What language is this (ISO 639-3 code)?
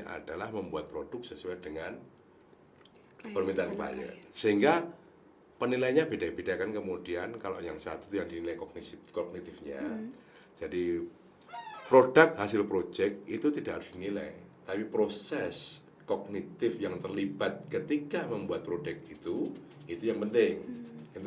ind